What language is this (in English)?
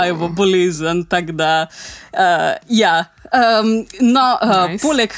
Slovenian